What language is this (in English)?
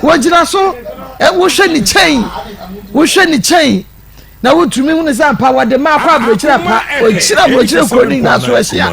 Akan